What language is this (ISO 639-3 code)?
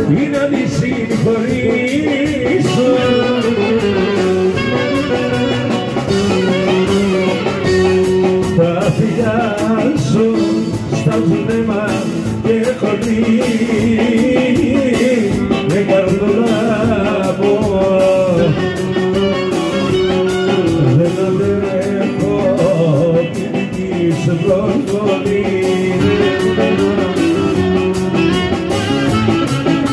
ell